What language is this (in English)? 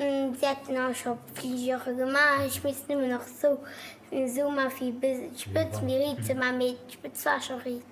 Luxembourgish